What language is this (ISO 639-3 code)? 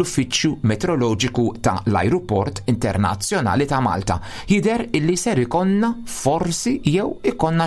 mlt